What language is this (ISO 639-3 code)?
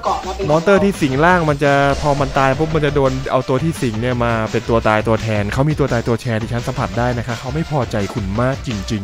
tha